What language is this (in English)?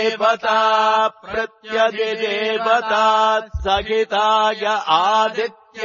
Sanskrit